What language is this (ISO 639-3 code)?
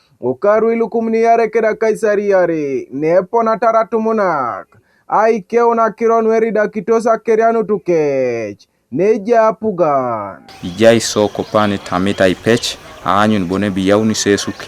teo